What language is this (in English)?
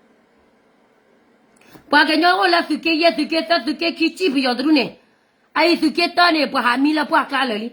S'gaw Karen